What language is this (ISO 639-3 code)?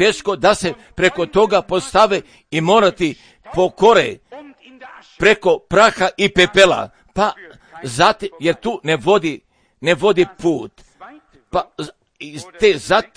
hrv